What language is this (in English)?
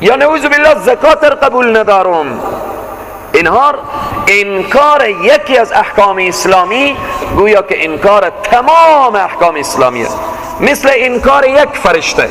Persian